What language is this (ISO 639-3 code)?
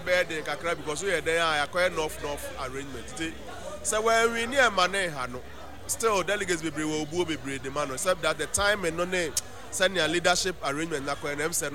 aka